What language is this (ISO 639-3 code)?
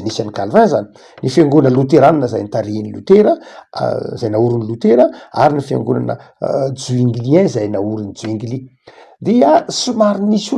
mlg